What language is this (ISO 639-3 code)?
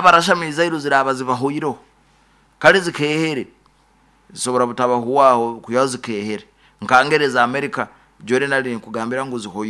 nyo